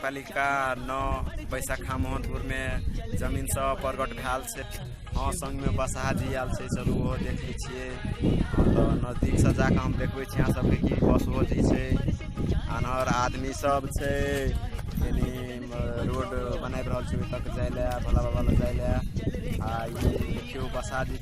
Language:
Maithili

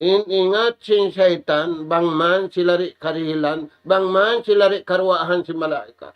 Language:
Tausug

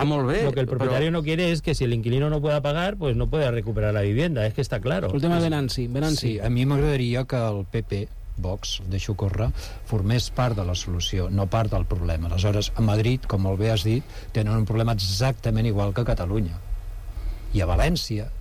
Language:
Catalan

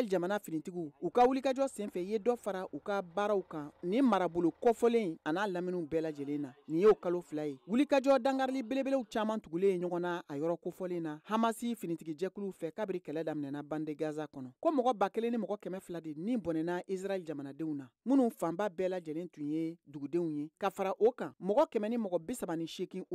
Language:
Bambara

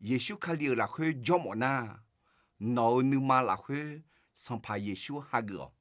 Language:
Akha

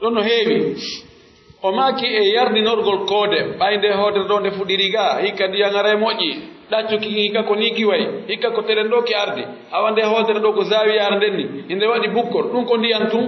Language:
Pular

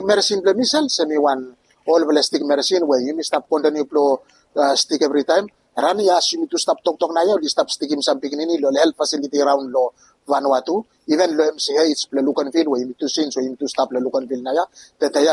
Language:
Bislama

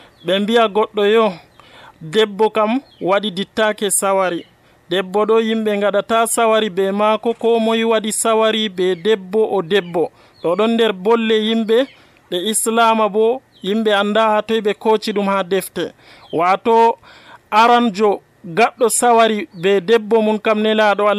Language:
Nigerian Fulfulde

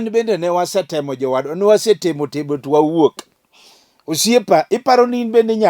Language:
Luo (Kenya and Tanzania)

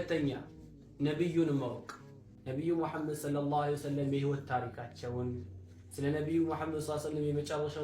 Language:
Amharic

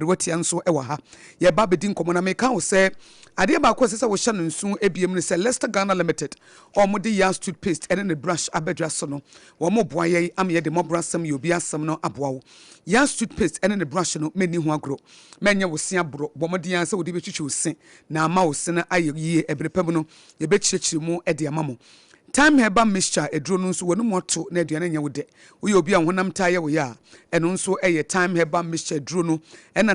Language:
Akan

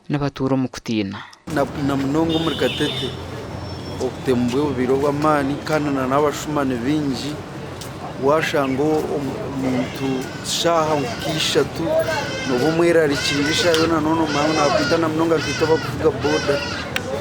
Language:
Nyankole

